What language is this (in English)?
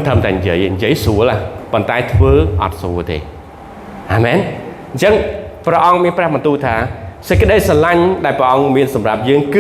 Khmer